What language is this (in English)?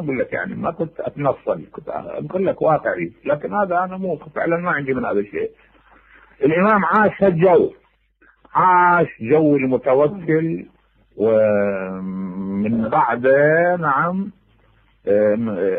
Mesopotamian Arabic